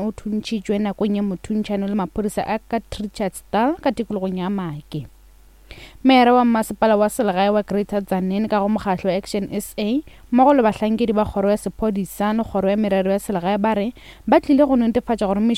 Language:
Northern Sotho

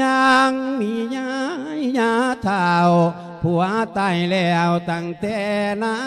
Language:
Lao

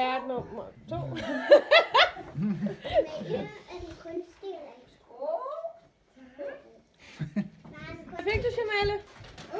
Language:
Danish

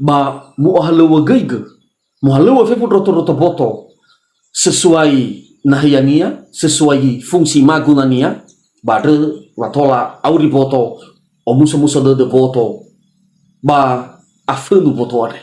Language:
Nias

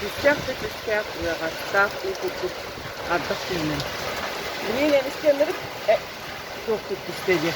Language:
Yakut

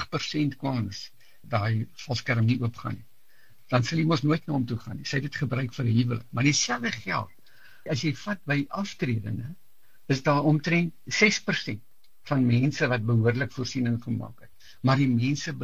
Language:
Afrikaans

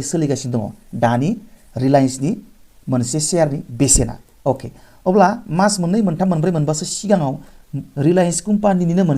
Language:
Bodo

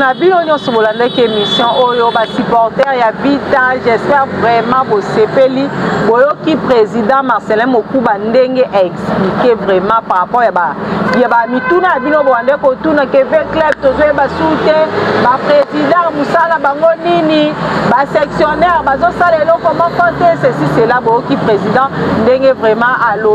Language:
Lingala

